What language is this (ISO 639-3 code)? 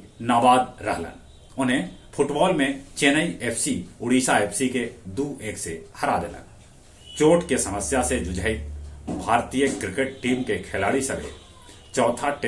mag